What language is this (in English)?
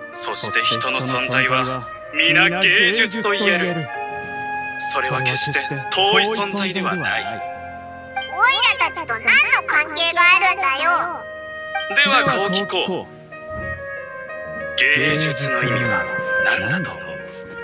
Japanese